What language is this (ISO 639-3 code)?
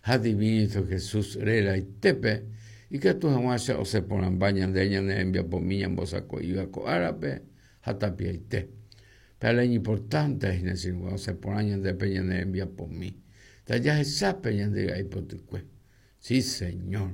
grn